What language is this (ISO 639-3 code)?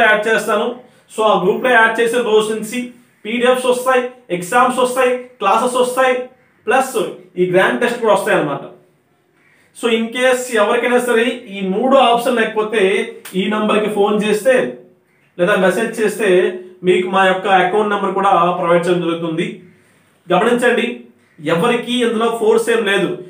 tel